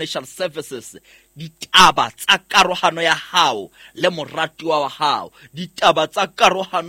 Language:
Southern Sotho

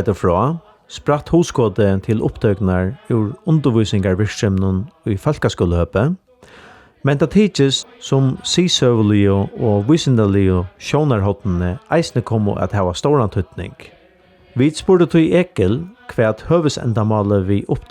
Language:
Faroese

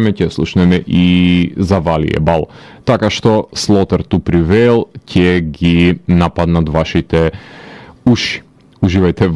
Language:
Macedonian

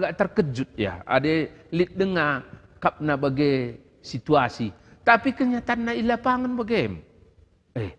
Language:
Batak Karo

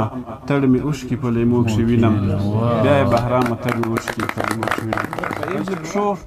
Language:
Pashto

